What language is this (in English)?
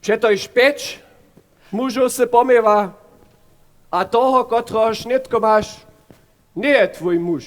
Upper Sorbian